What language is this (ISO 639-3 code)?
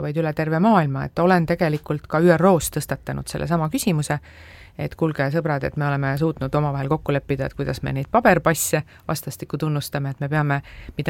est